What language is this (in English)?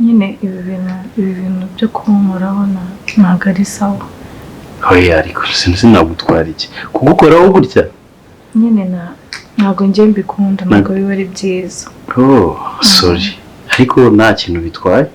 Kinyarwanda